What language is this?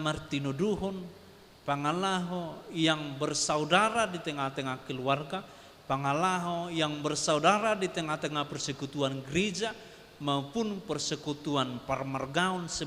Batak Toba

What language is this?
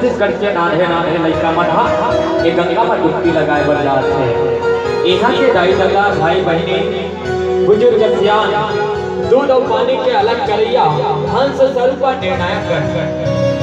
Chhattisgarhi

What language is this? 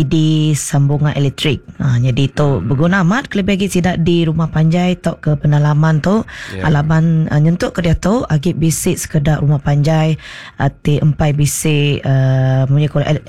Iban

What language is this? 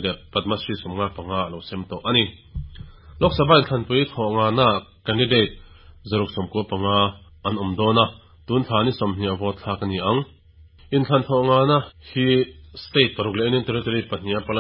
Mizo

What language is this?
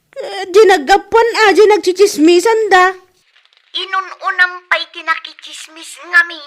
Iloko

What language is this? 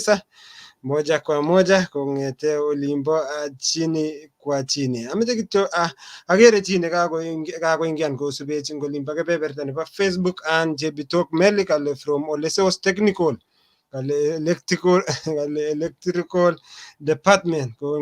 Kalenjin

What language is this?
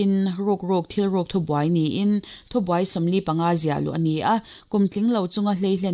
Mizo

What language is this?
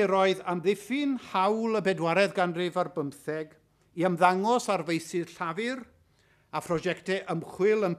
Welsh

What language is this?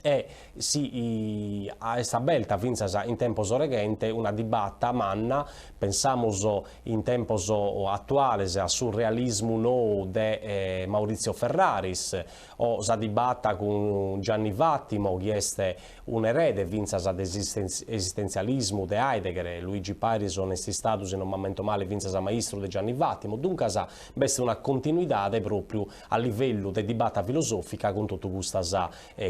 Sardinian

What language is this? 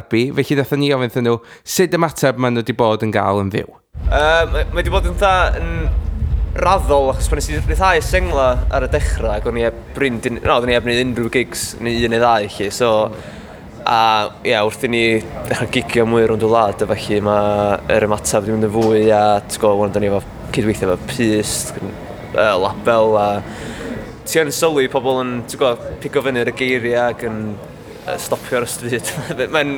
Welsh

